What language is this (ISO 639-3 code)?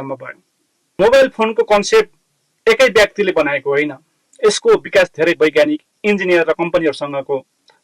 nep